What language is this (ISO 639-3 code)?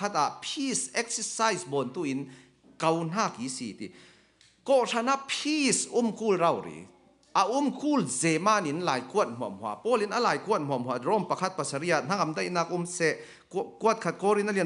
cfm